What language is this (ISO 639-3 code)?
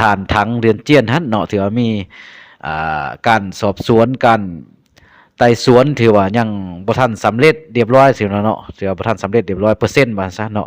lao